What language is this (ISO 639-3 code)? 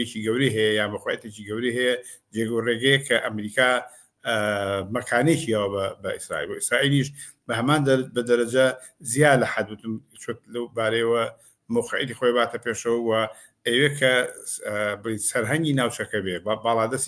ckb